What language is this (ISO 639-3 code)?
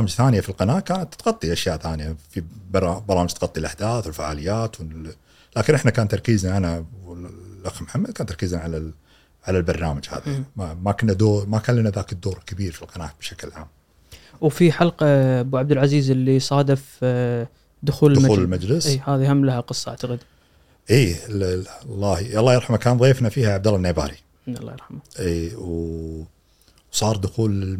afb